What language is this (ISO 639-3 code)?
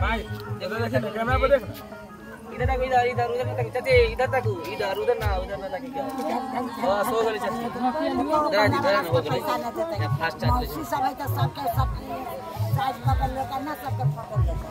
mai